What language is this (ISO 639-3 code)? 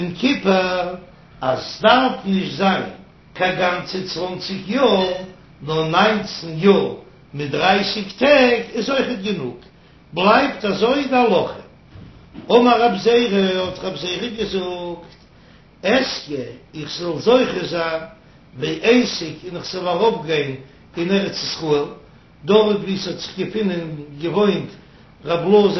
yid